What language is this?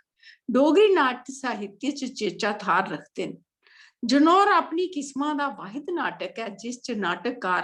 Dogri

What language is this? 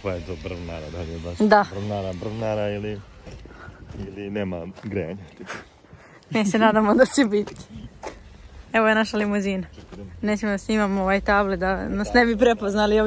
Serbian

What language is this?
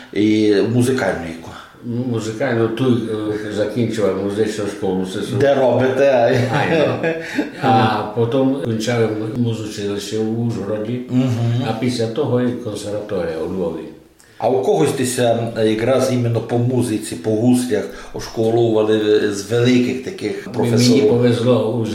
Rusyn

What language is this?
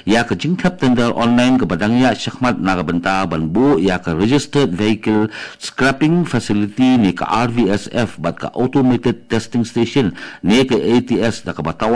Khasi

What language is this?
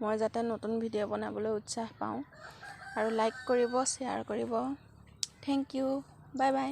Assamese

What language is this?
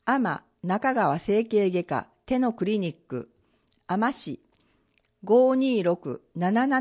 Japanese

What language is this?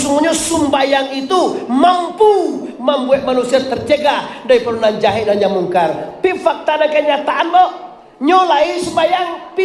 Minangkabau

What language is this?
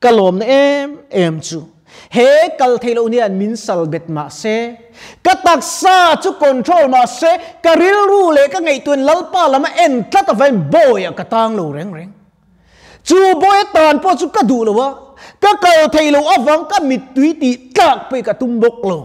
Mizo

